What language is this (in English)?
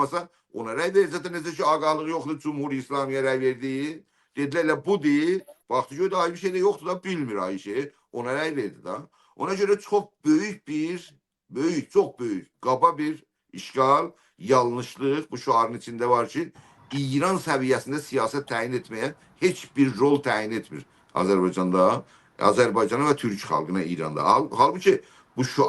South Azerbaijani